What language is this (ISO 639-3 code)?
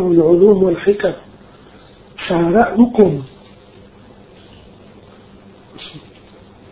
tha